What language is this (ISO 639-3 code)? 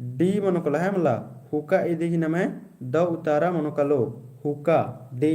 kru